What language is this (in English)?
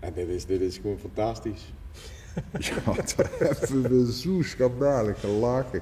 Limburgish